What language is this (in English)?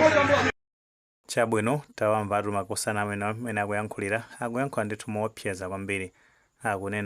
Nyanja